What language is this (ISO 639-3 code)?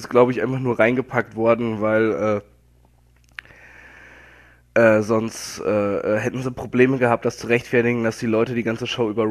deu